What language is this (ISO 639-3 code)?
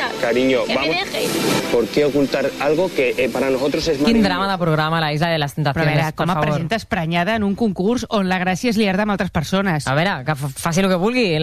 cat